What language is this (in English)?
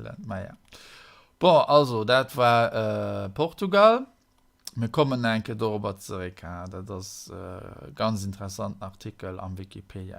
Luxembourgish